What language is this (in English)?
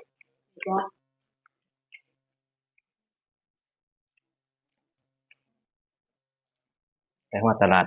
Lao